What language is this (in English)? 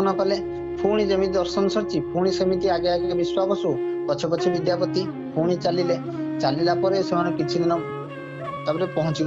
Odia